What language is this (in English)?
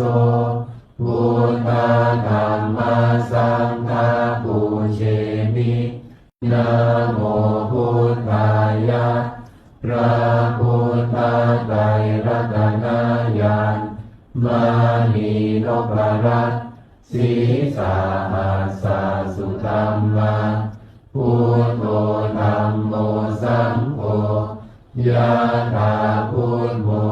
Pali